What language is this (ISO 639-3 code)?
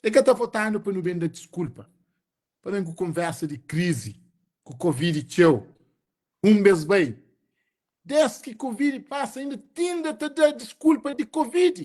kea